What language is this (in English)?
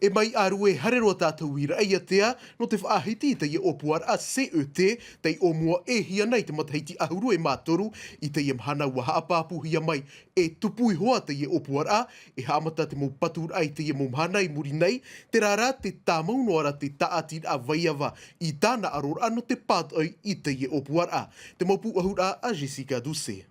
Tahitian